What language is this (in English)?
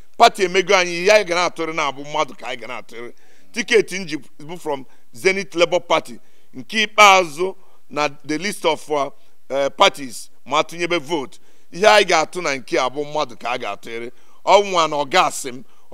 Igbo